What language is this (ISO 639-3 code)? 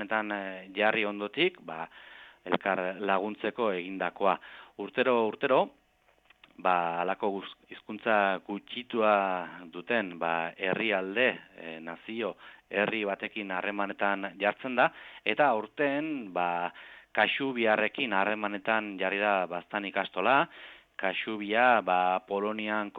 eus